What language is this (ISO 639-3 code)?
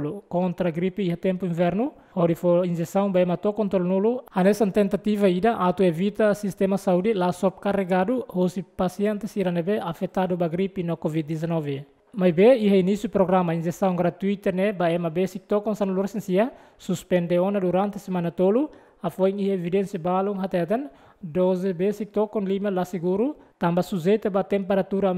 tet